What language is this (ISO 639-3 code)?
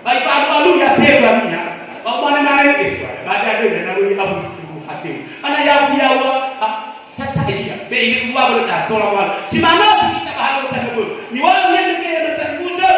nia